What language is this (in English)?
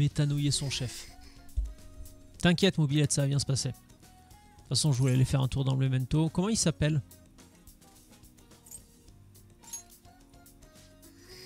French